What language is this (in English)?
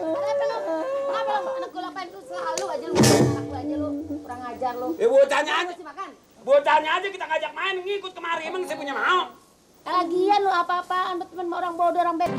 Betawi